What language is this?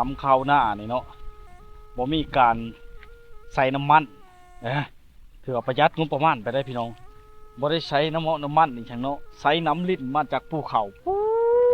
Lao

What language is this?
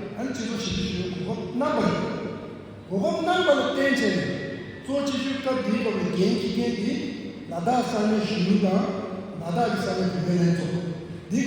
Tibetan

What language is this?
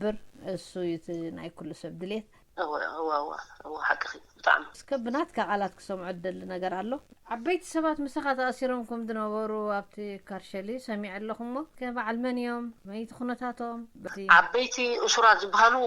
Tigrinya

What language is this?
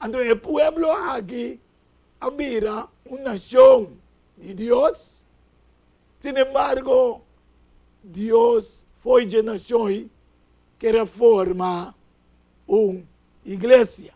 Papiamento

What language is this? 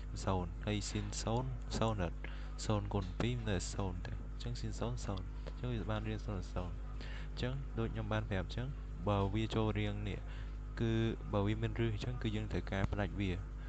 Khmer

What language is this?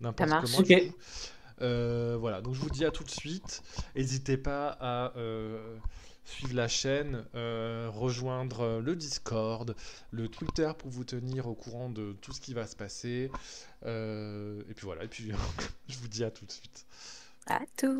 French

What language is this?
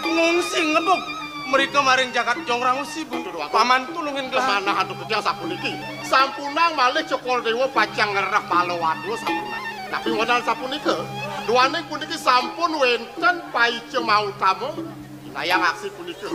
Balinese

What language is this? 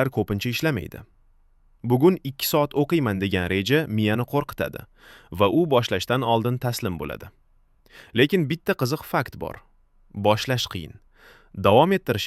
Uzbek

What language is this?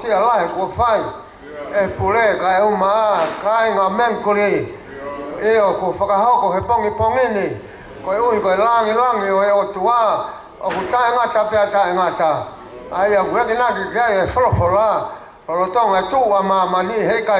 Tongan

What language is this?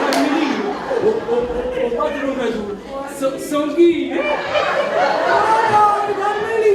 Neapolitan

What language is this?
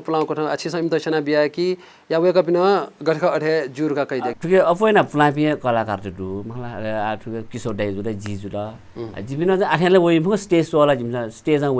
Newari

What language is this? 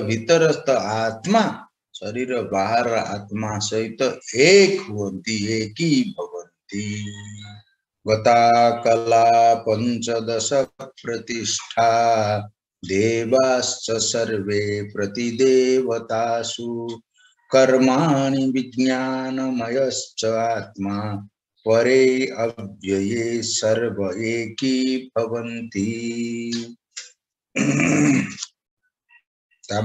Odia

